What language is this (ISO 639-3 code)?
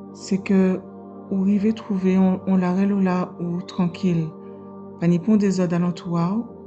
gcf